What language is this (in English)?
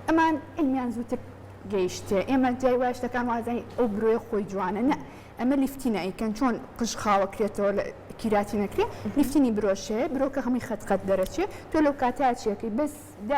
Central Kurdish